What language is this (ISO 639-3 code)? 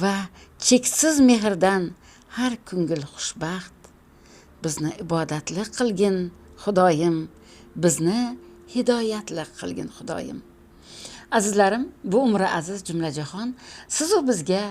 uzb